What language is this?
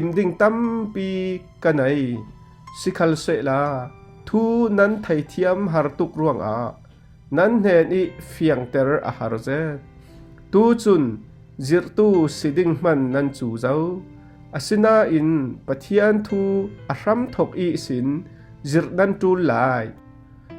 Falam Chin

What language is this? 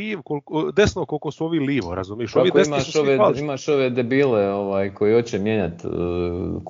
Croatian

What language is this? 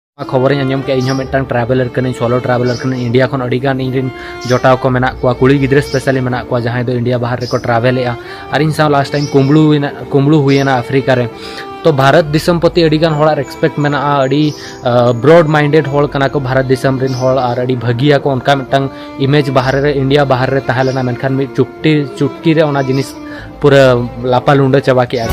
Santali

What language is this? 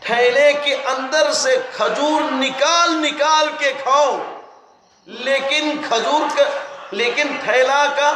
Manipuri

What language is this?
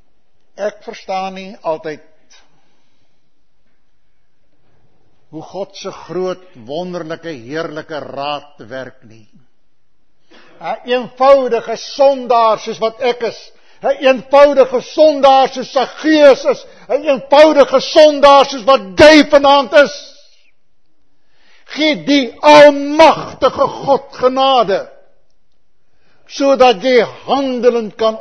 Afrikaans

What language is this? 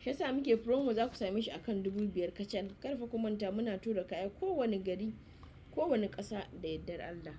Hausa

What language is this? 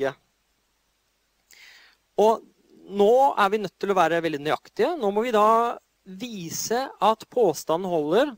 Norwegian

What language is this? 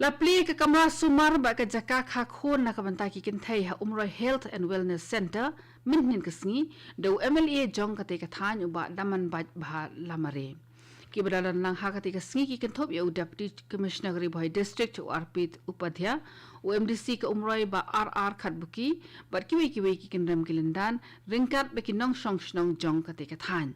Khasi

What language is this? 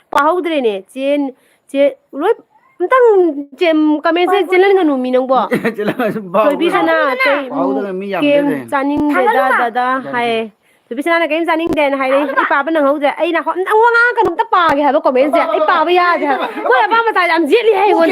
Manipuri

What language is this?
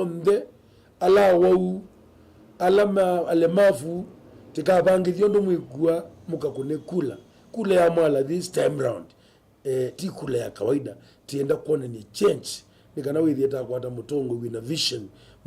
Kamba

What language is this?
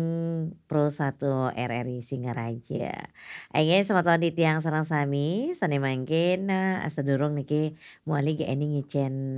Balinese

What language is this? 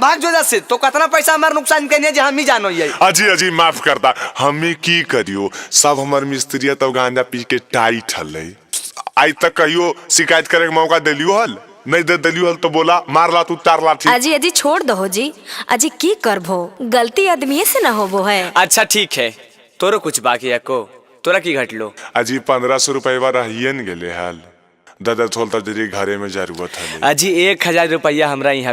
Magahi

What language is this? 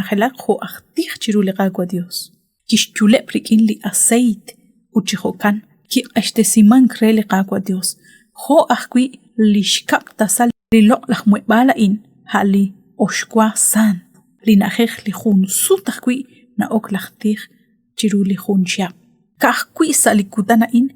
Kekchí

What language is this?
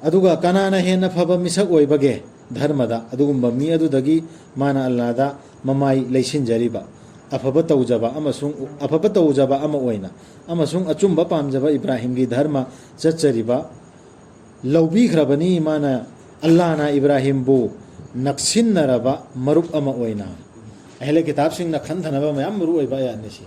Manipuri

